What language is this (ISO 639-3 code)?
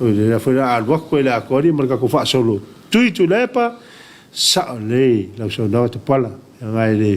smo